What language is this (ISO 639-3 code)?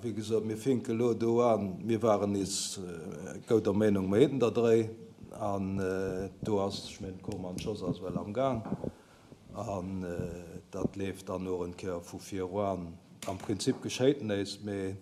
ltz